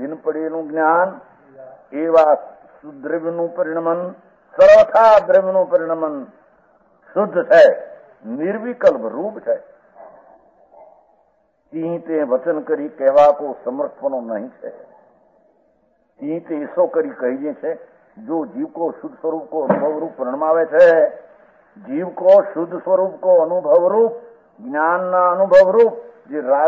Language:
Gujarati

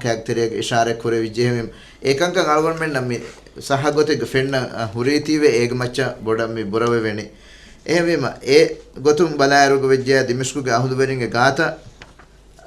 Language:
Divehi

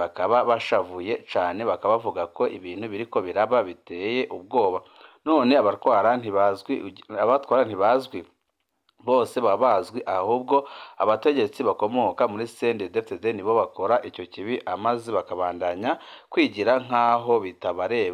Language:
Rundi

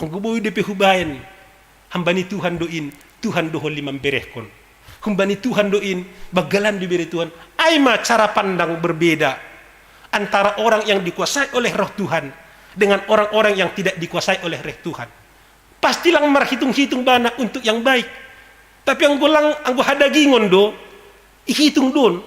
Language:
Batak Simalungun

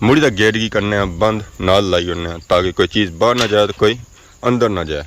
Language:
Pahari-Potwari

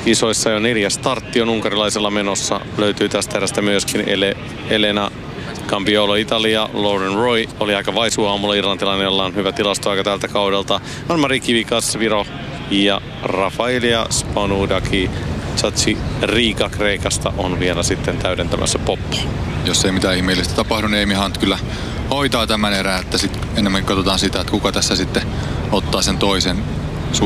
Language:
Finnish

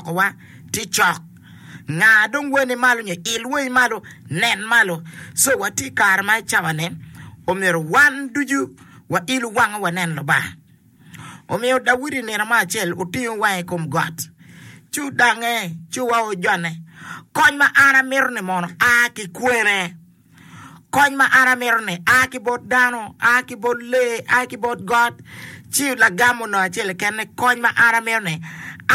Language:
Acoli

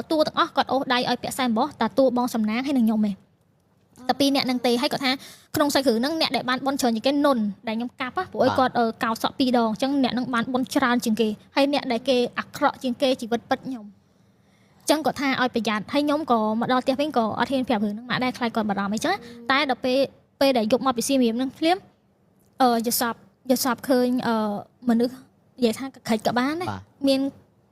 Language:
Khmer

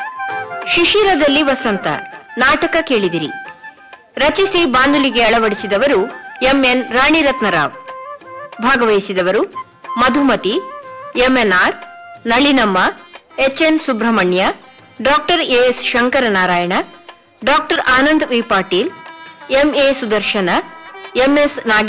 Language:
Kannada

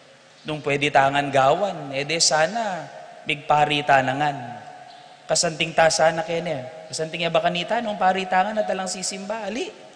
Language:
Pampanga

